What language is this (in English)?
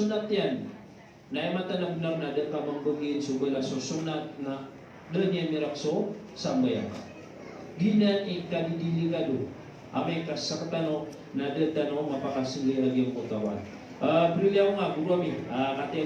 Maranao